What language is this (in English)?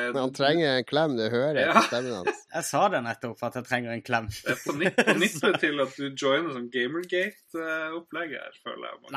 Norwegian